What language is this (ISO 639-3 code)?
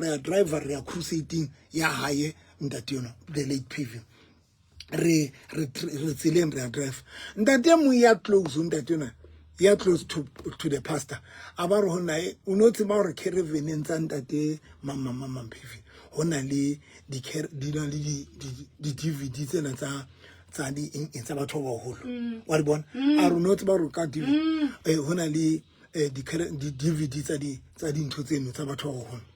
sot